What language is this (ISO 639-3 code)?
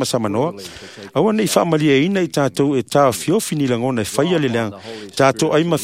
smo